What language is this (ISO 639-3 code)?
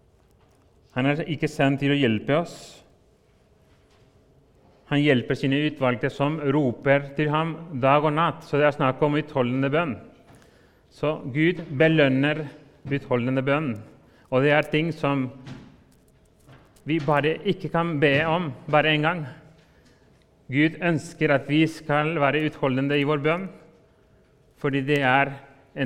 nor